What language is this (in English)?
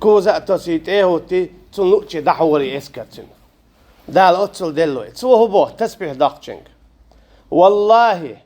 Chechen